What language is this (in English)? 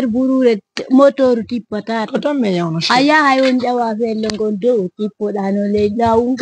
Pular